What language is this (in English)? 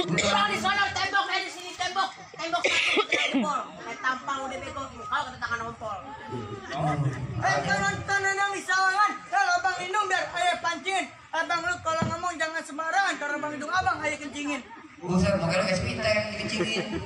Betawi